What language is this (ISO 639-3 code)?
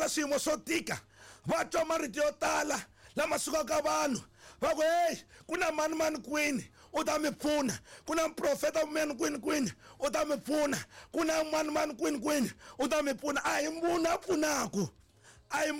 tso